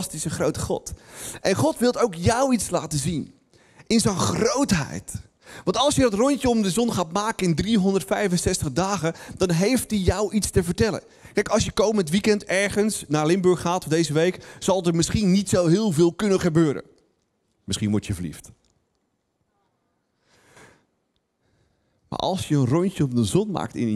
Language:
Dutch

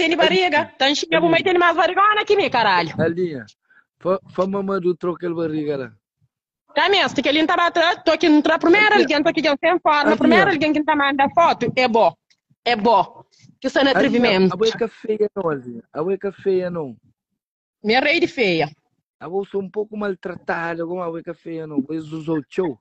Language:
Kabuverdianu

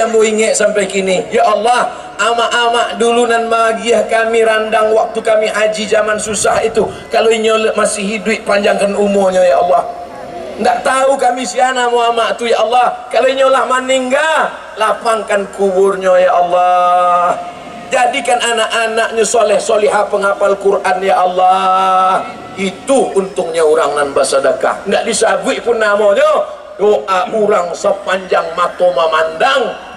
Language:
Minangkabau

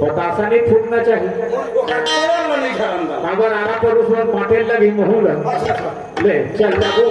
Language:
Chhattisgarhi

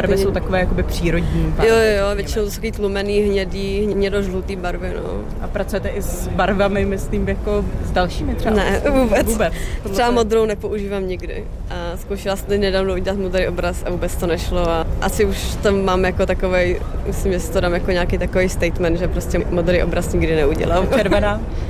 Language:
Czech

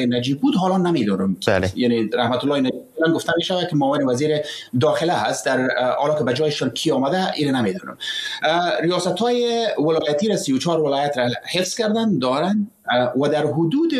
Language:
Persian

